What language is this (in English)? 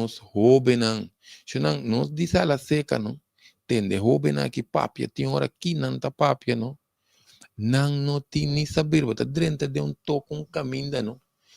Papiamento